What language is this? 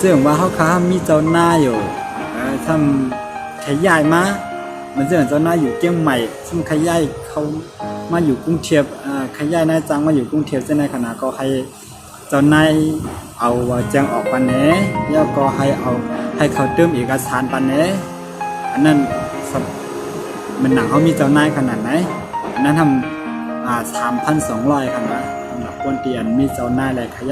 Shan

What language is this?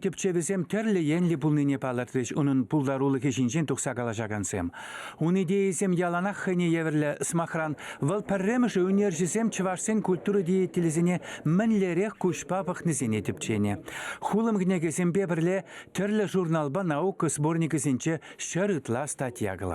Chuvash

